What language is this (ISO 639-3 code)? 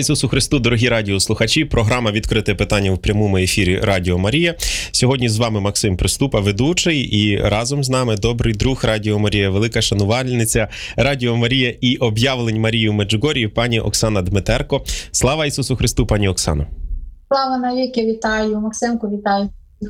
ukr